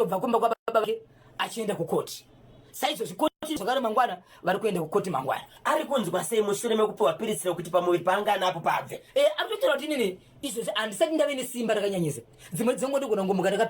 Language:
Shona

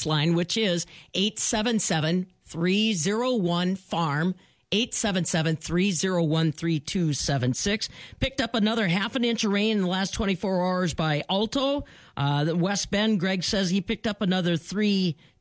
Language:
English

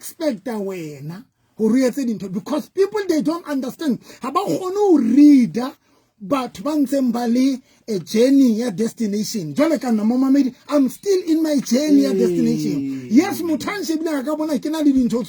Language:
Southern Sotho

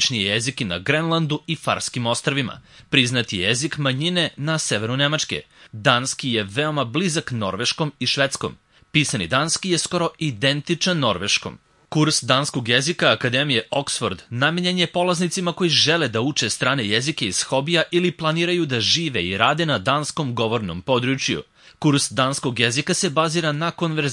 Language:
Serbian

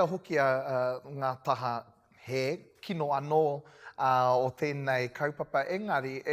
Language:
Māori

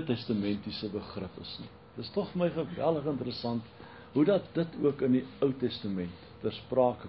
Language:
Afrikaans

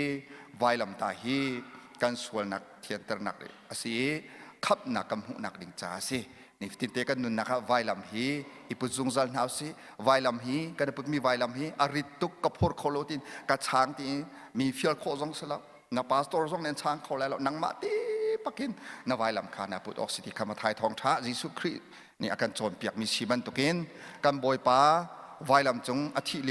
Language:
Hakha Chin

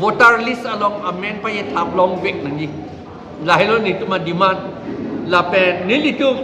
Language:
Karbi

